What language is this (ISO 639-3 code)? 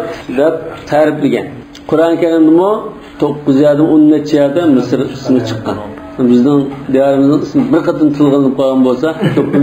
uig